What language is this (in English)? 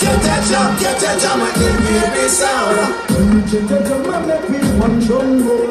Jamaican Creole English